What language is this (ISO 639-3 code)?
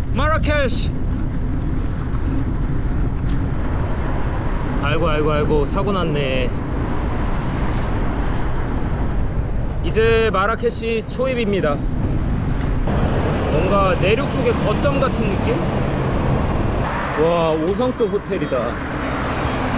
kor